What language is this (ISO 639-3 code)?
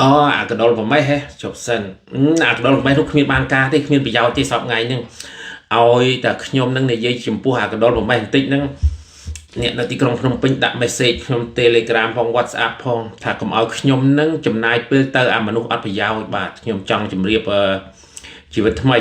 khm